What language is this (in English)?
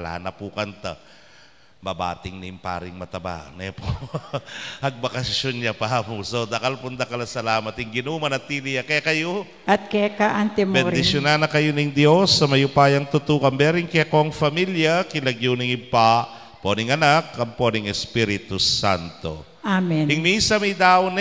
Pampanga